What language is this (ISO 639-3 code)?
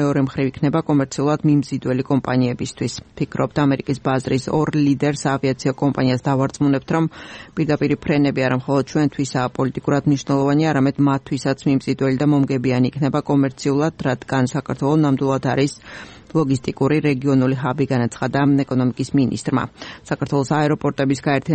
kat